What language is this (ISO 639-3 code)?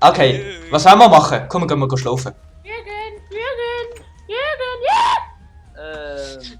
gsw